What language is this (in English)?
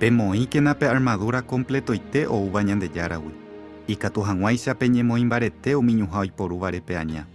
Guarani